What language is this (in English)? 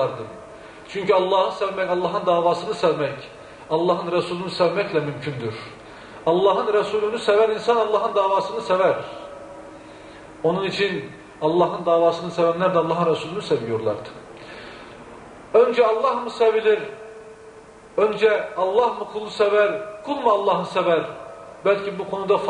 Turkish